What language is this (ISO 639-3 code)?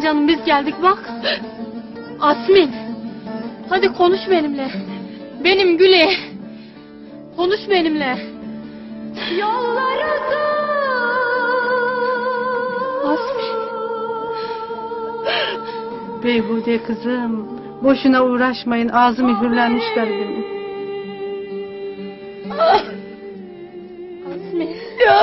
tur